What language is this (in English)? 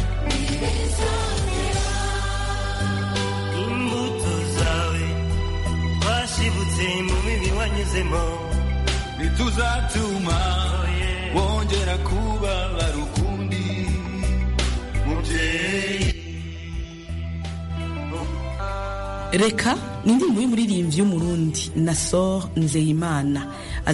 Kinyarwanda